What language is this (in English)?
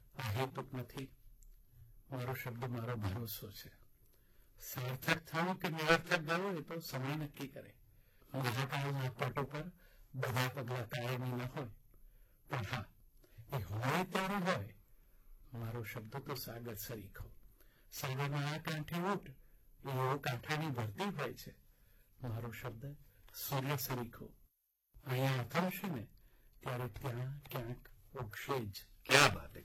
Gujarati